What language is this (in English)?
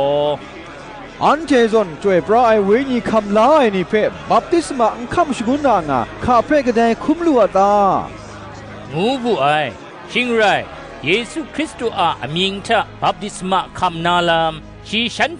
Kachin